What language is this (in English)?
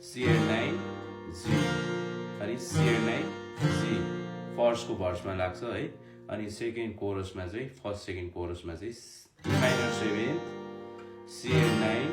Nepali